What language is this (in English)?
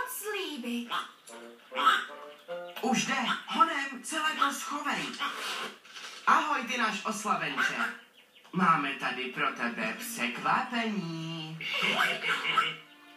Czech